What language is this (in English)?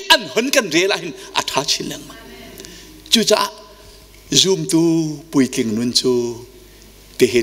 Hakha Chin